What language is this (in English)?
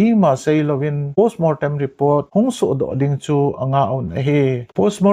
Thado Chin